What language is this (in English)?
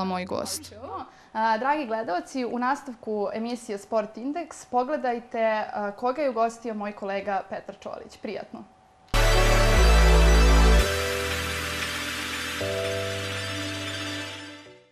Serbian